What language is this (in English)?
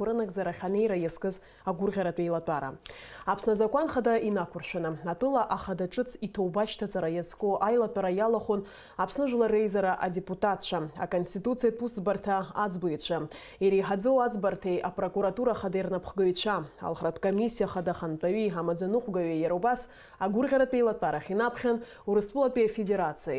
Abkhazian